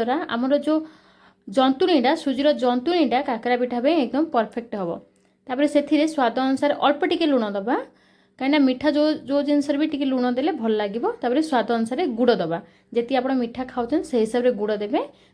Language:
Odia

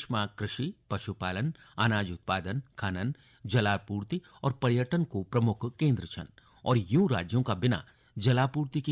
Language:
Garhwali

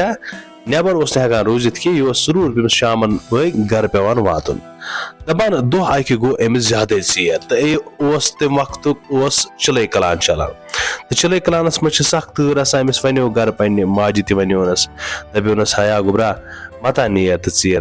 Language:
Kashmiri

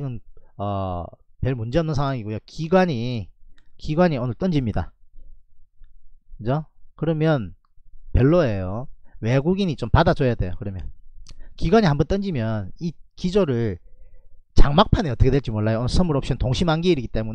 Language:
Korean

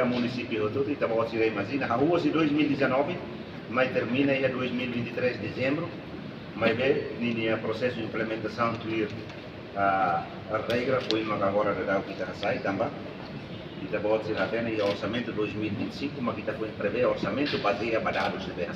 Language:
Tetum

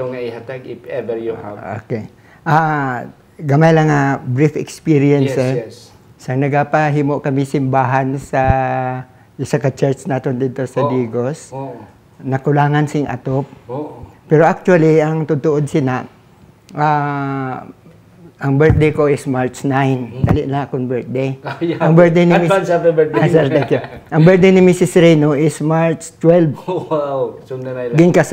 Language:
Hiligaynon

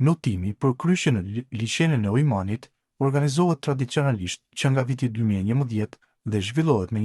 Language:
Albanian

